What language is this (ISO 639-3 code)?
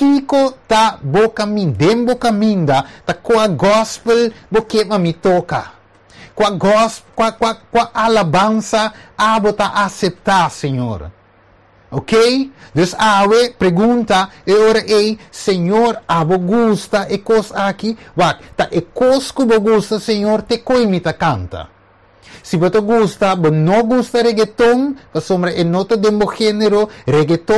pap